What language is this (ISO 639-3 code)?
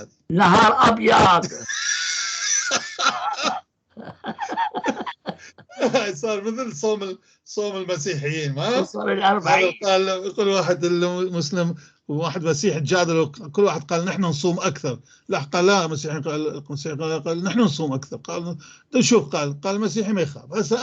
apc